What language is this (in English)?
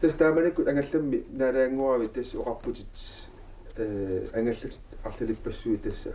Kalaallisut